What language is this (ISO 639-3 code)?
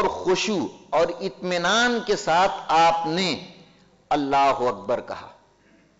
urd